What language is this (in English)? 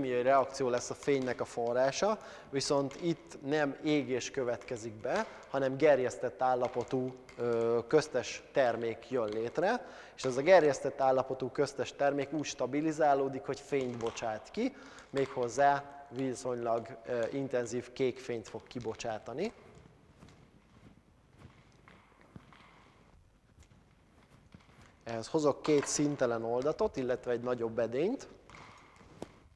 Hungarian